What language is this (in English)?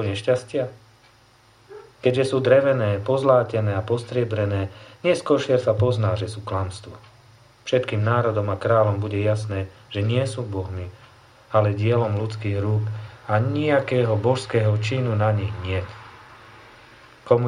Slovak